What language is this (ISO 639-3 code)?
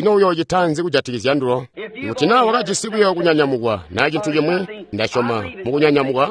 toi